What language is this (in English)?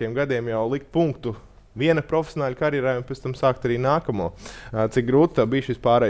Latvian